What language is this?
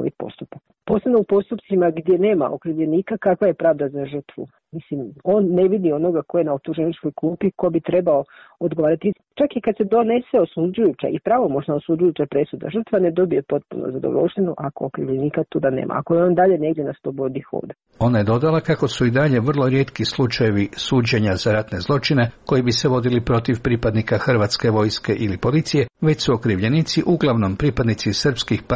Croatian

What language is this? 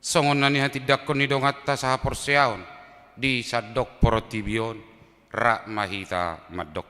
Batak Toba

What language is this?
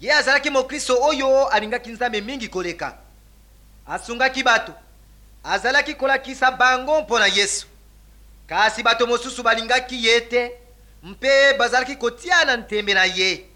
Lingala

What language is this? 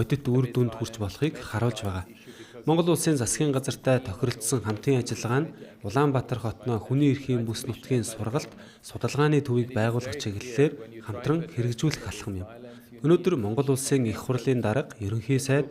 Mongolian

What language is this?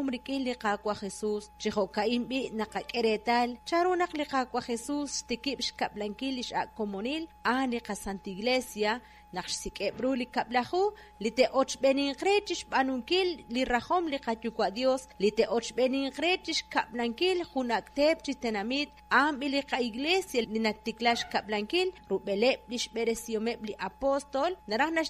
Kekchí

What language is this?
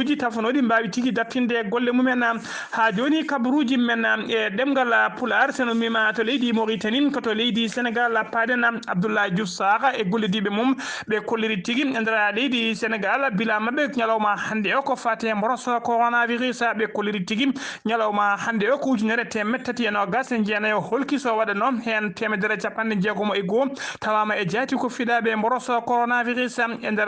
Fula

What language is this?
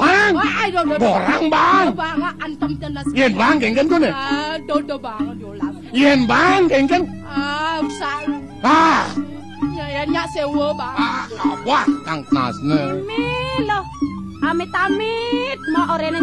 Balinese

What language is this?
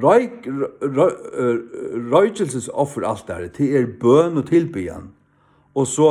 Faroese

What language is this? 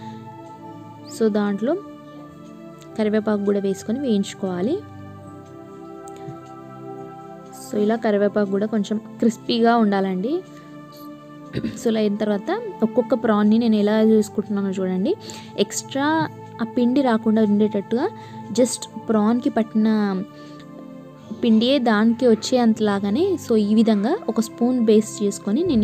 Telugu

